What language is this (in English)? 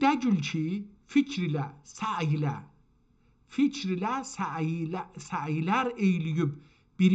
South Azerbaijani